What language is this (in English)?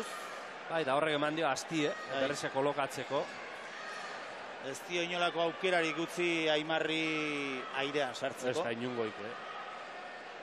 Basque